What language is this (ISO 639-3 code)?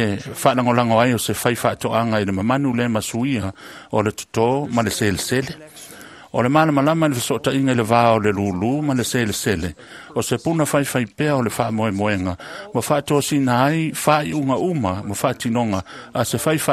smo